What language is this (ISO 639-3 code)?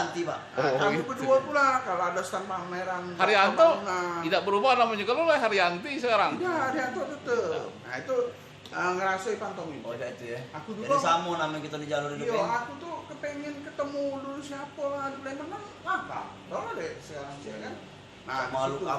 mui